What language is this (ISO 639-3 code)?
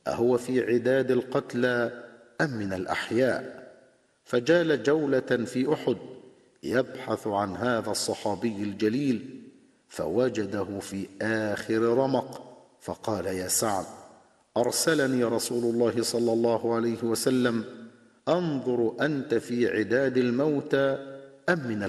ara